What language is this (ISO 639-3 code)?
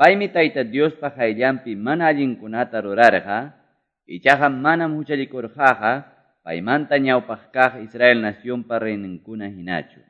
que